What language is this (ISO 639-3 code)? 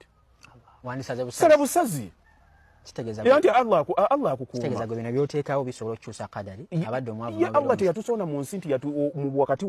lug